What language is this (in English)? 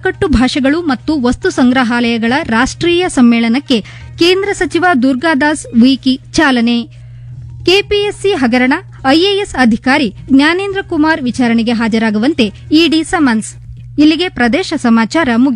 Kannada